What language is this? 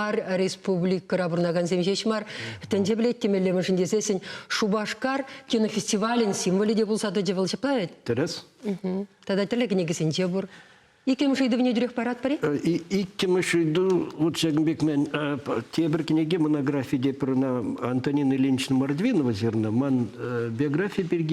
Chuvash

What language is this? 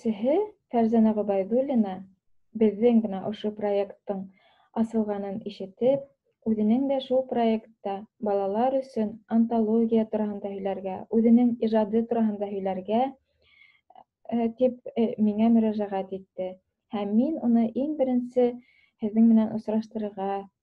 Bashkir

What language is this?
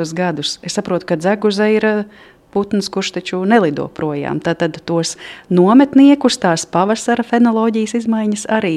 Latvian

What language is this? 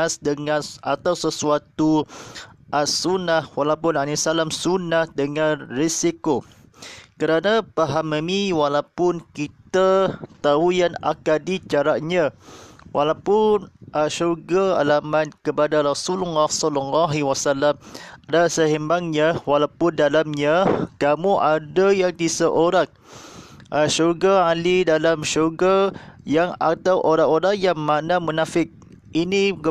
Malay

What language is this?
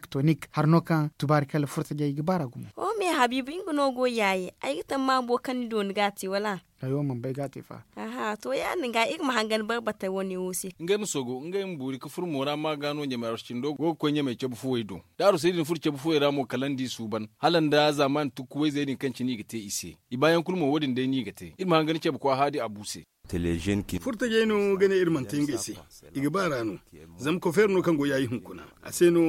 Zarma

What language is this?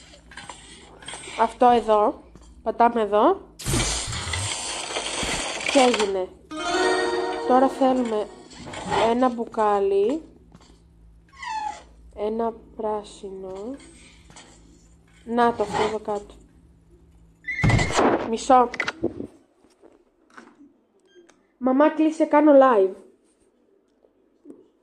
Greek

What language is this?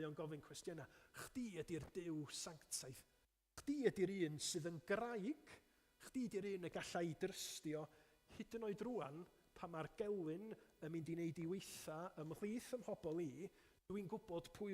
Welsh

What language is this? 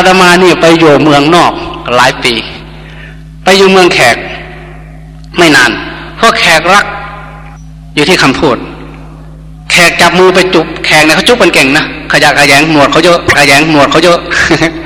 Thai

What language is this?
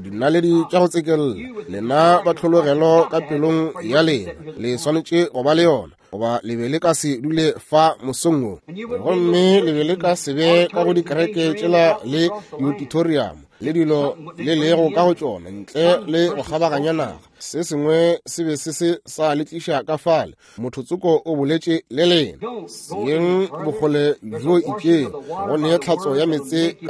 Northern Sotho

